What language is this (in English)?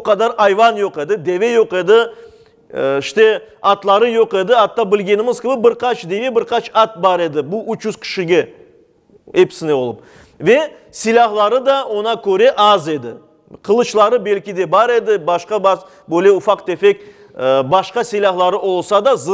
Crimean Tatar